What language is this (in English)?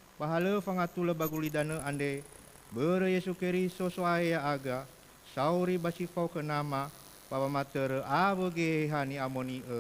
Nias